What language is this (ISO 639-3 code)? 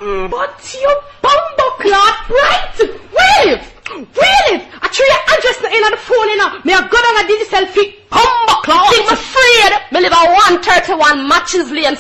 jam